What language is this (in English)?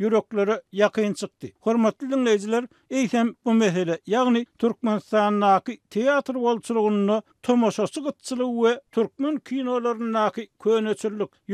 Turkmen